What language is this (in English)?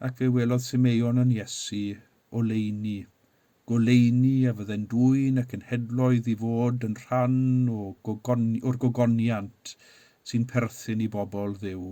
Welsh